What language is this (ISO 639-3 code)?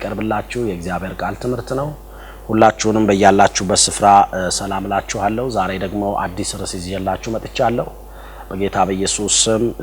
amh